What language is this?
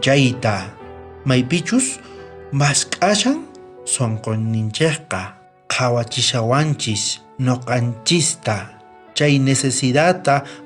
South Bolivian Quechua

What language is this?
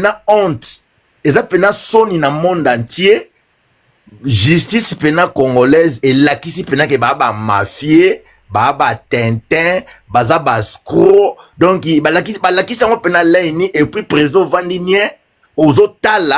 Lingala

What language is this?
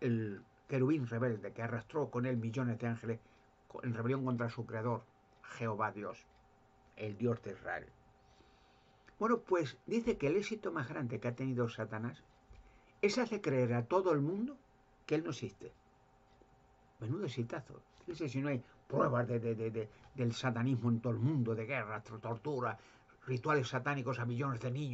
Spanish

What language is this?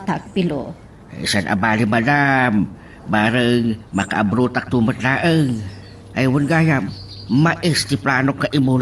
Iloko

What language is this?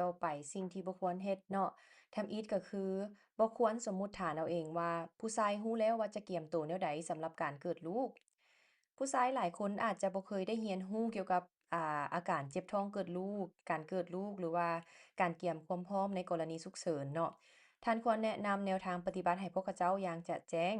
Lao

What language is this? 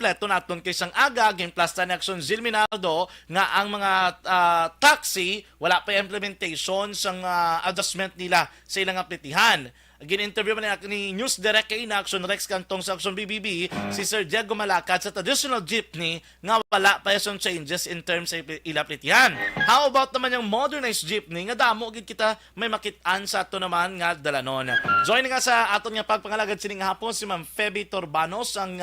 Hiligaynon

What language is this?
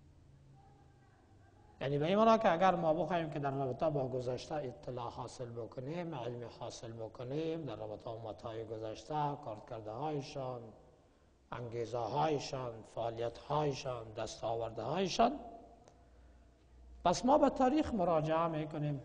Persian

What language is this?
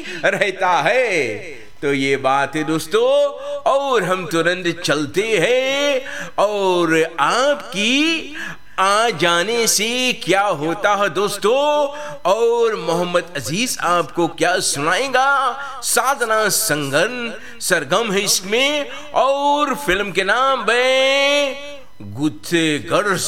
Hindi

